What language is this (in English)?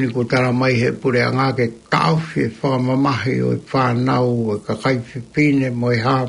Tongan